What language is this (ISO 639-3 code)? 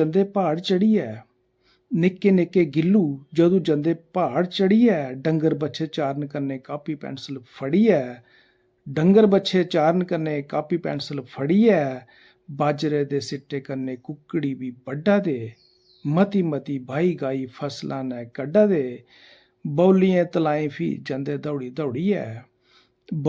doi